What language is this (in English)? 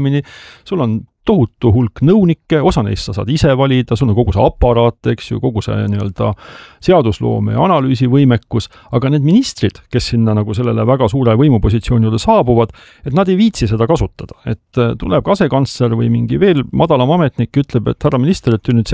Estonian